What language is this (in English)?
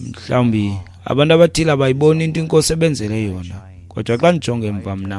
Xhosa